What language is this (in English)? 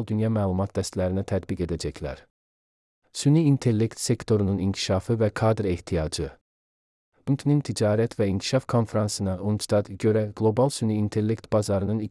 Azerbaijani